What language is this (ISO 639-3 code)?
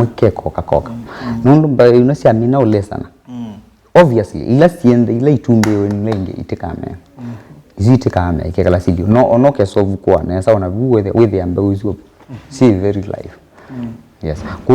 kam